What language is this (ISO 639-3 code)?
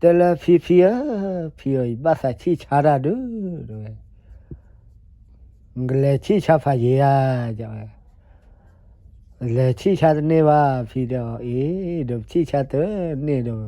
ksw